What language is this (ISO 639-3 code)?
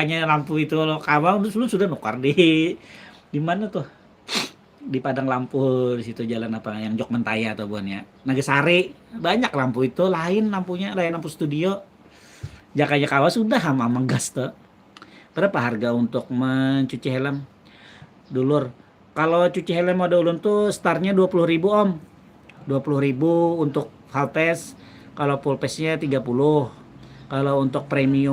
bjn